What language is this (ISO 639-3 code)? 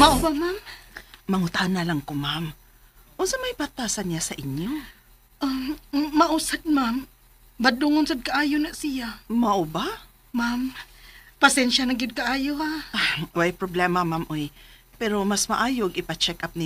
ceb